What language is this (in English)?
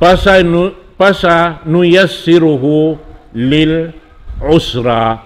Tausug